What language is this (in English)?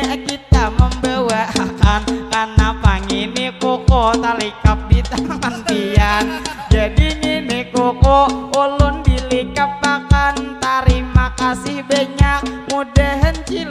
Banjar